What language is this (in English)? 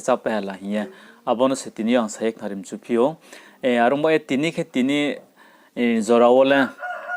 Riang (India)